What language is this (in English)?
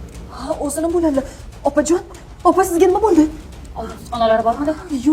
Uzbek